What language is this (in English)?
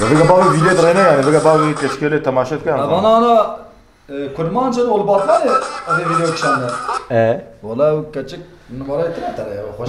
Kurdish